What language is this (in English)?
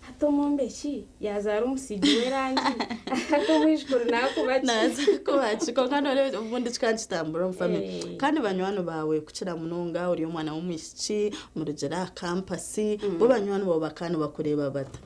Nyankole